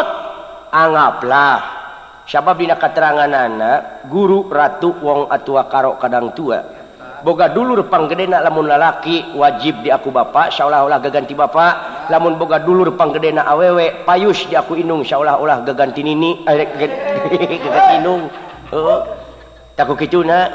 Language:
Sundanese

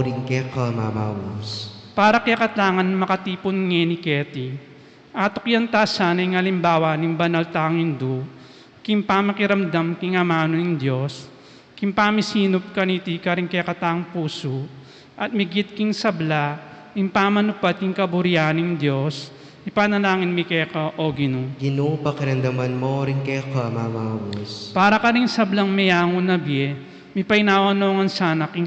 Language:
Pampanga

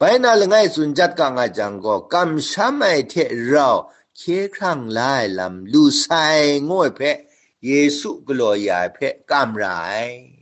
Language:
Kachin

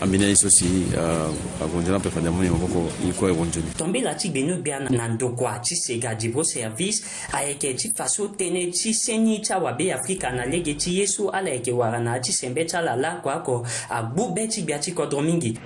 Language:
Sango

